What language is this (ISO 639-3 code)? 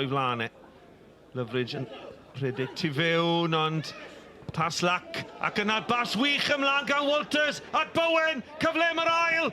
cym